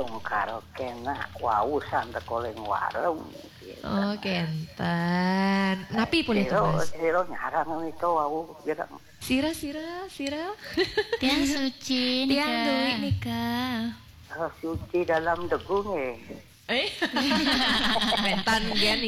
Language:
Balinese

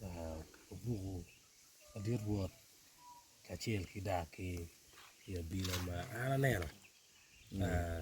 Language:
Acoli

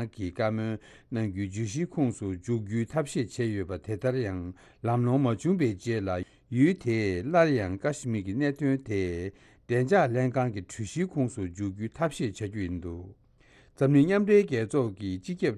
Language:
Tibetan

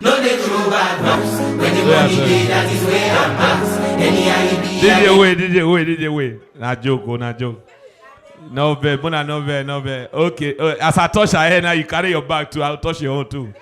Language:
Nigerian Pidgin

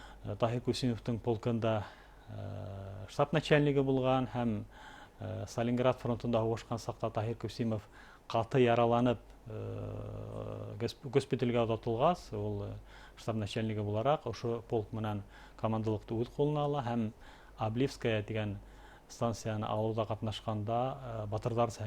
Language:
Bashkir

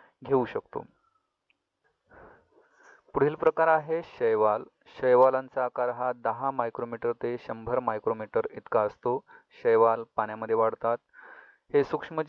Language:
Marathi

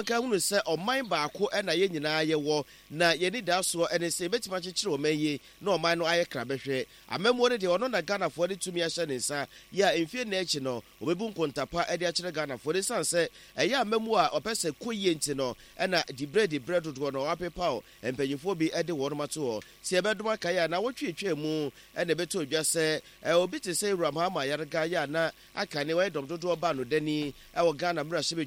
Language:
Akan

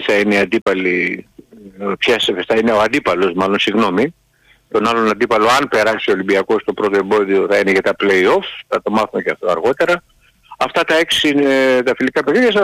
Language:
Greek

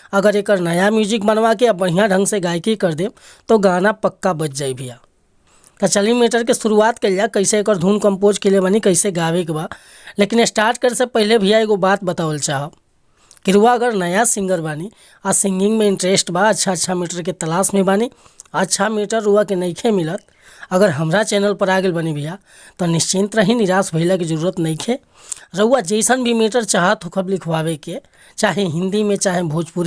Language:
Bhojpuri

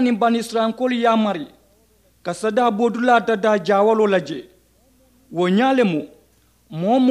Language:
Mandingo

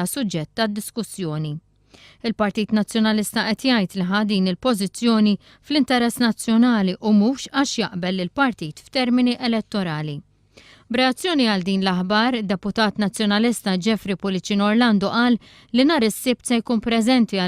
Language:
Maltese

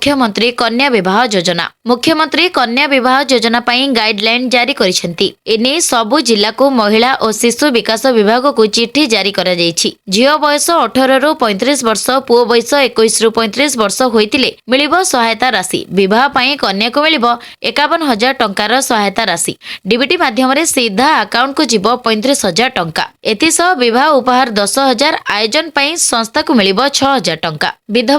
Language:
Odia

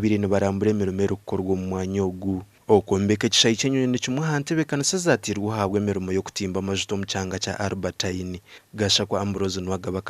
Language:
Nyankole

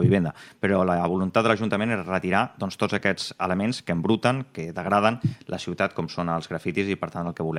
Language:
Catalan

